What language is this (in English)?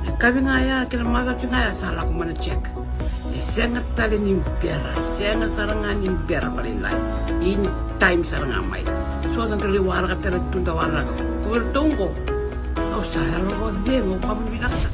Fijian